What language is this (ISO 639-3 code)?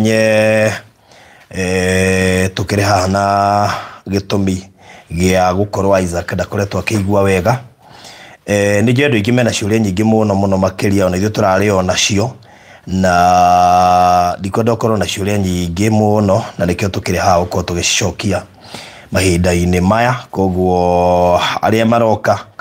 kik